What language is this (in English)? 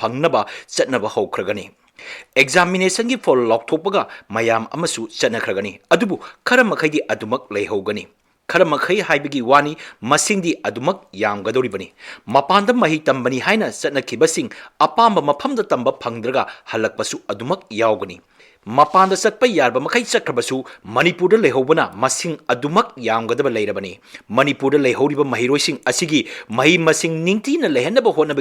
Manipuri